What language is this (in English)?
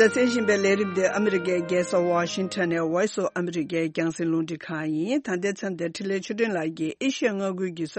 Tibetan